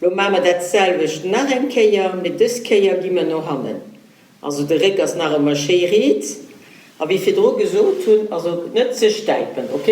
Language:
Luxembourgish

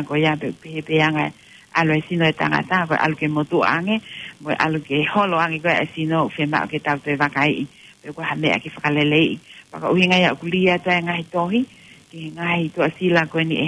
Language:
Tongan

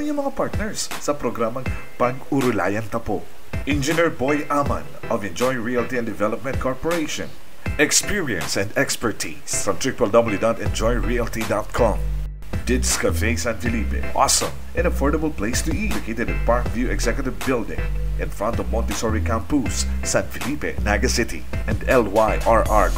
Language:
Bikol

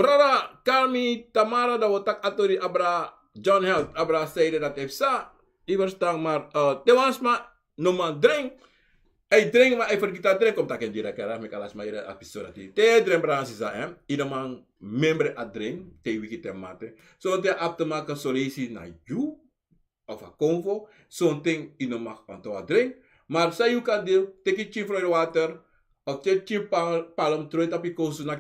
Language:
Sranan Tongo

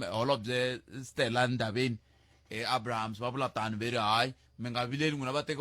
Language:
Tsonga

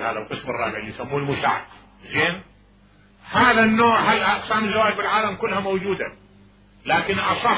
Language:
Mesopotamian Arabic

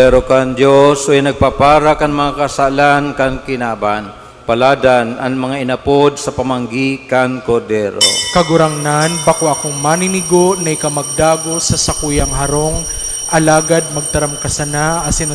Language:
Bikol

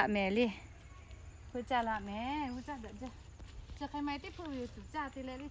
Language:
Lahu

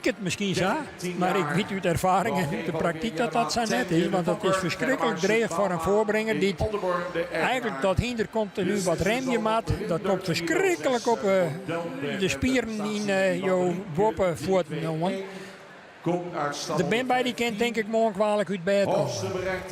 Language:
Western Frisian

